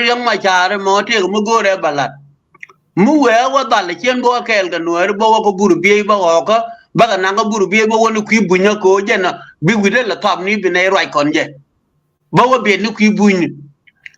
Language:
Nuer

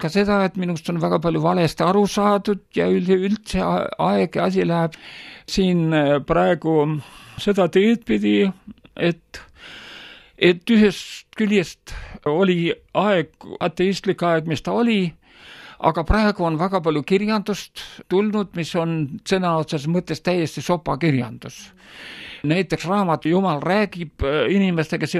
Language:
Estonian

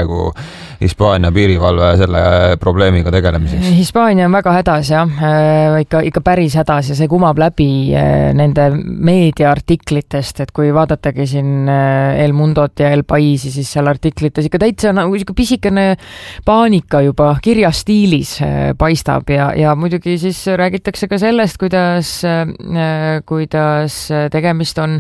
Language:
Estonian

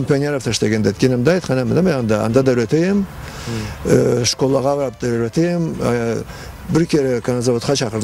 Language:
Karachay-Balkar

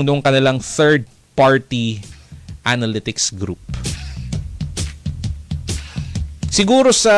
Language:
Filipino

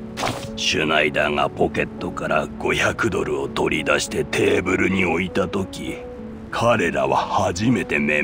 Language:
Japanese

